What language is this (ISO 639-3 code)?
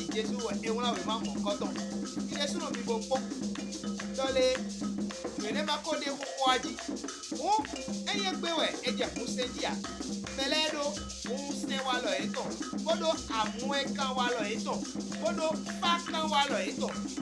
fon